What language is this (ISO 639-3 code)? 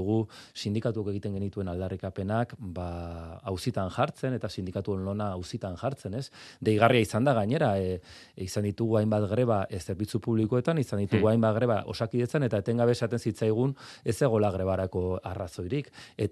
eus